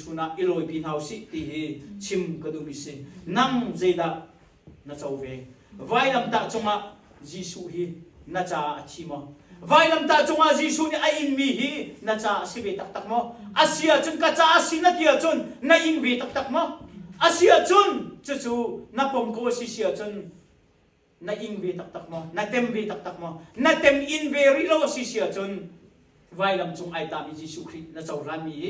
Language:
Hakha Chin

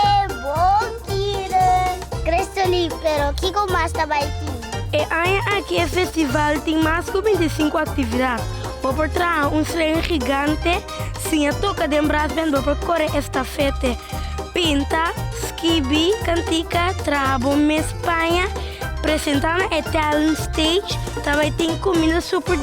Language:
Papiamento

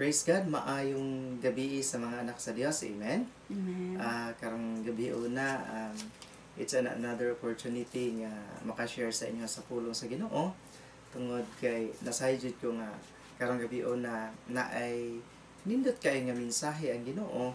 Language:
Cebuano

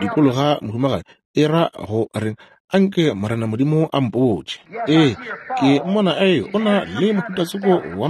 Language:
Northern Sotho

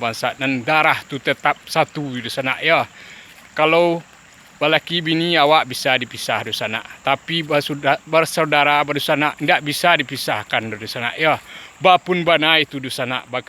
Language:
Minangkabau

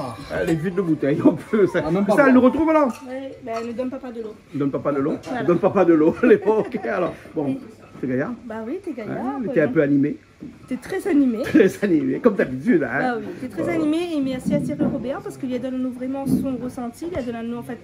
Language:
Réunion Creole French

